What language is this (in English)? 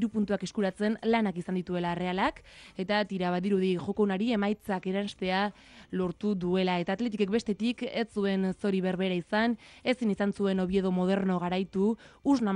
Basque